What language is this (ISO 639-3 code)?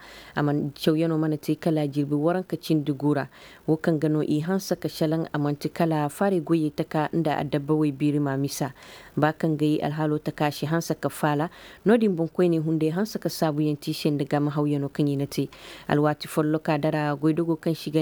ses